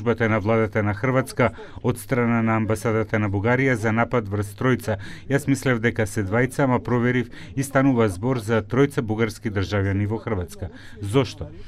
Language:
Macedonian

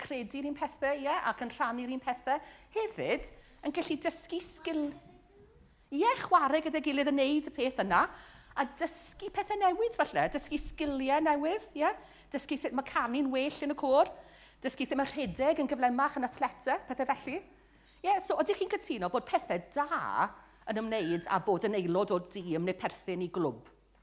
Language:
Welsh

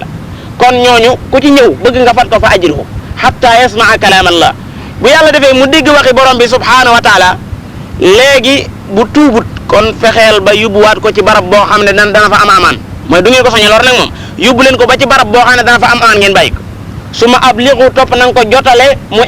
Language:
Wolof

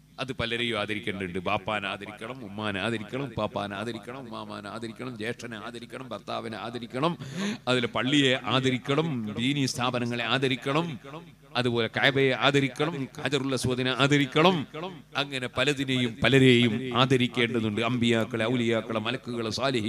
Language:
Malayalam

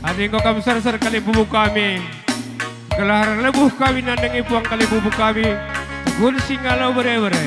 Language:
Batak Karo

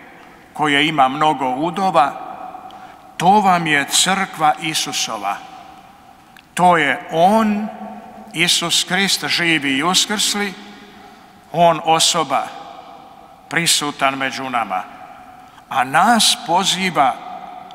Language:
Croatian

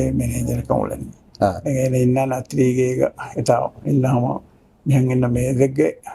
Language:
Divehi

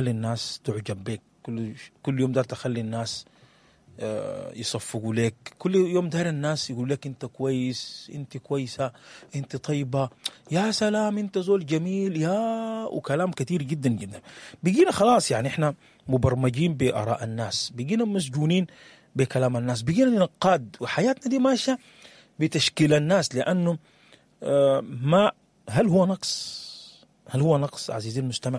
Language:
Sudanese Arabic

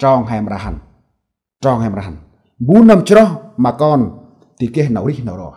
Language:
Central Mnong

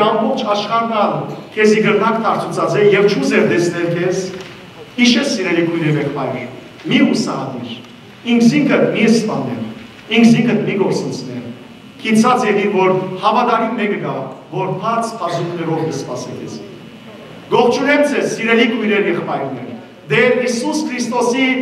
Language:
Western Armenian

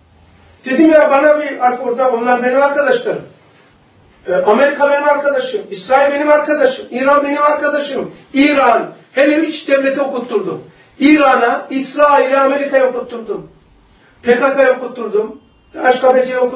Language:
Turkish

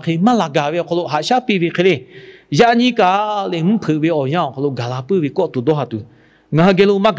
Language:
Lahu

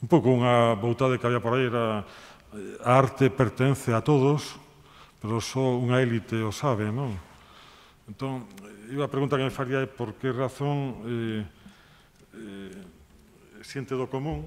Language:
Galician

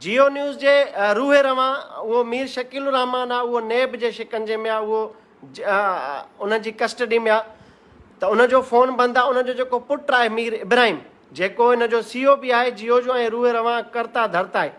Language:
Sindhi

